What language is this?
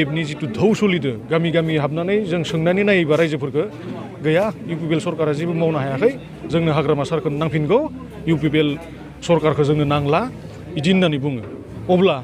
Bodo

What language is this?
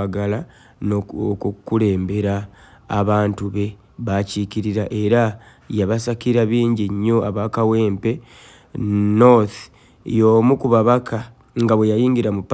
Ganda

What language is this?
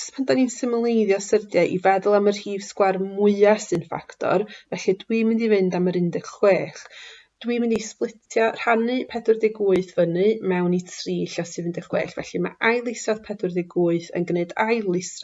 Welsh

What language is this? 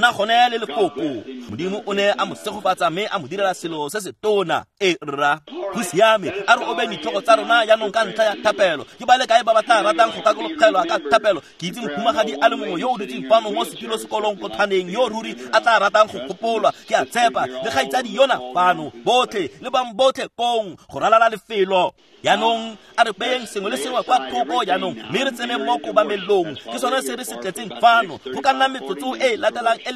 Tswana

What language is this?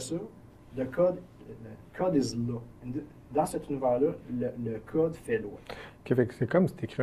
French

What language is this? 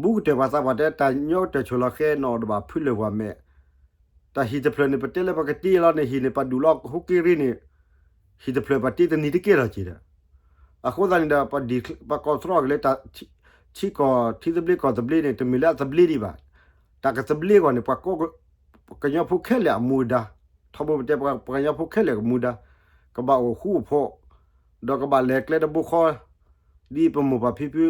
S'gaw Karen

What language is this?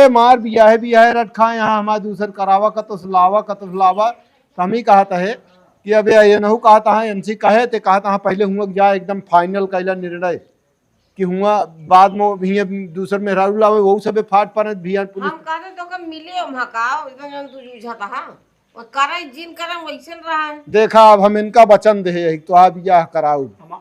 Awadhi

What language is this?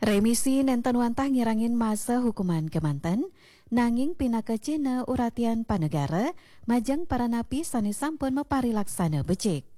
Balinese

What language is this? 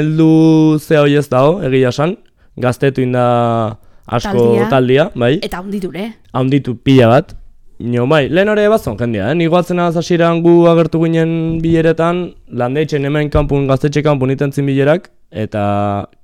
Basque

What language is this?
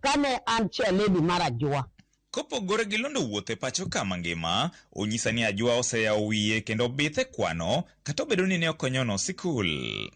Luo (Kenya and Tanzania)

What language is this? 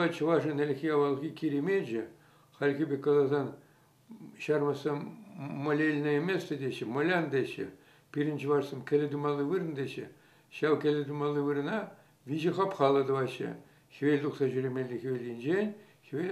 Chuvash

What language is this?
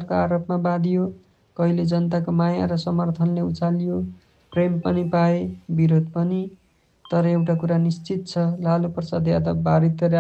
Nepali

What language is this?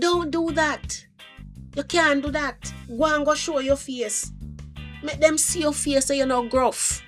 Jamaican Creole English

